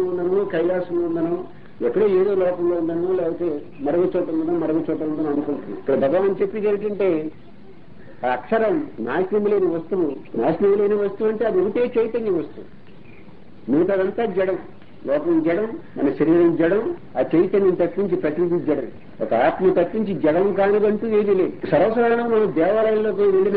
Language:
Telugu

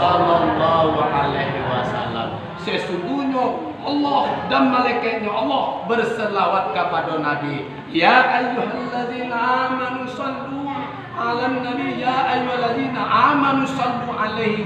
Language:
Minangkabau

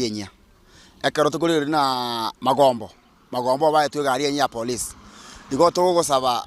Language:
Gusii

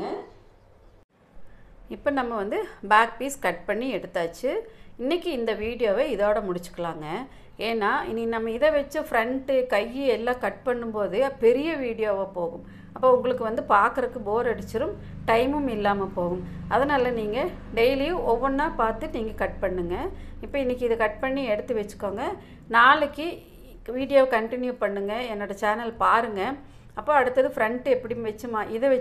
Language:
Tamil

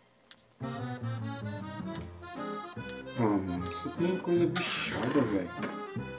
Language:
Portuguese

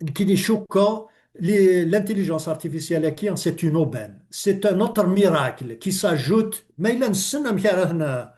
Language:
Kabyle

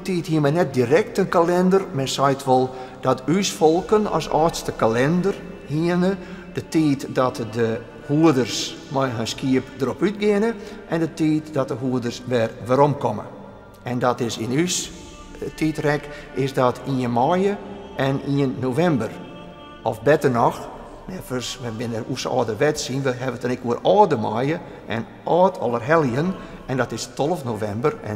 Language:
Western Frisian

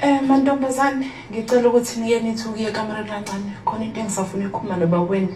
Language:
Zulu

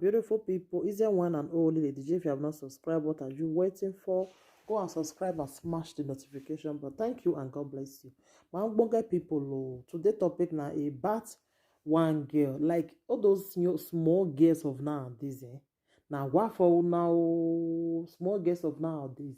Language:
Nigerian Pidgin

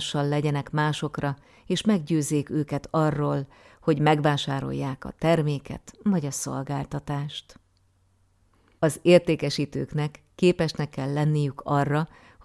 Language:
Hungarian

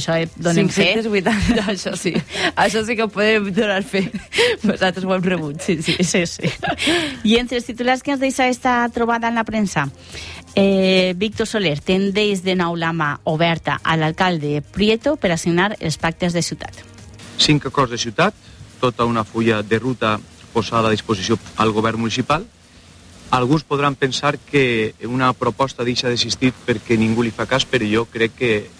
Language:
Catalan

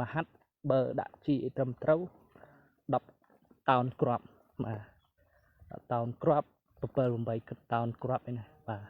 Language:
Khmer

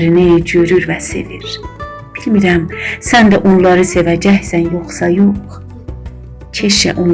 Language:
South Azerbaijani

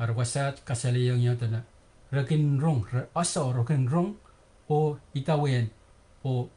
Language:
Pohnpeian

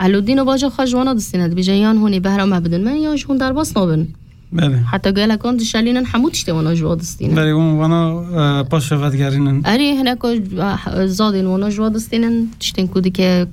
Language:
Kurdish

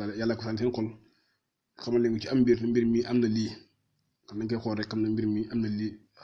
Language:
Wolof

